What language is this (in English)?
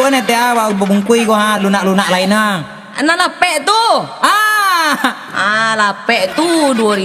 Minangkabau